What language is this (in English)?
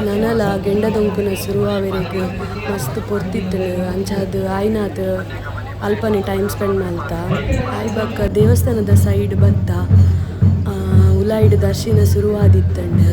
Tulu